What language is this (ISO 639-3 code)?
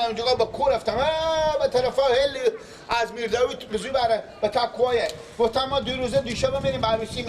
fas